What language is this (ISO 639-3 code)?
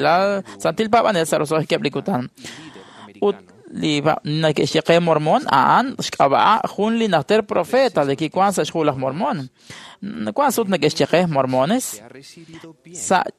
kek